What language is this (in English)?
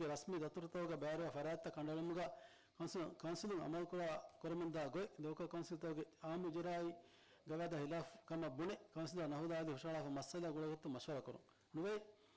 Divehi